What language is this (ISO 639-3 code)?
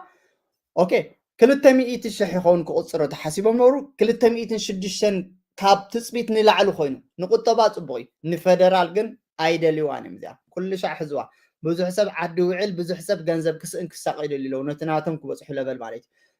tir